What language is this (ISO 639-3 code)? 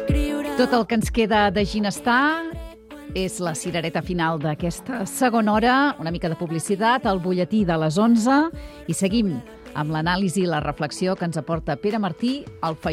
cat